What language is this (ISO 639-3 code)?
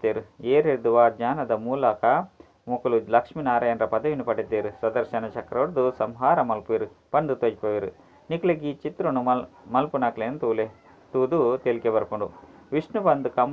tcy